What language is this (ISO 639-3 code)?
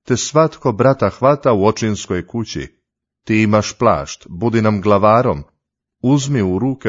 hrv